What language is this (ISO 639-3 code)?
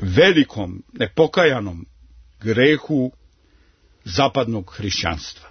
srp